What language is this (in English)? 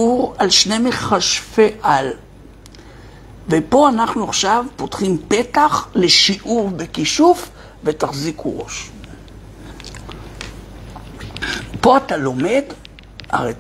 Hebrew